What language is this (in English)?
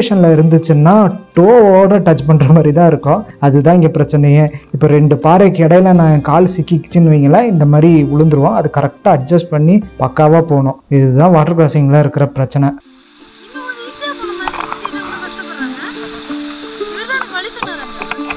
Tamil